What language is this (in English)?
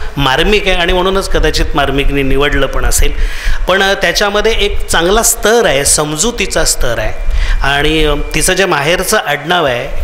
Marathi